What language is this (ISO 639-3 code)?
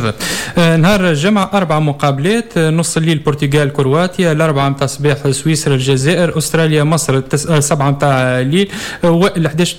aeb